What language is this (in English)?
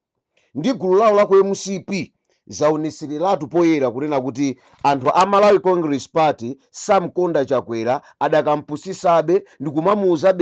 Nyanja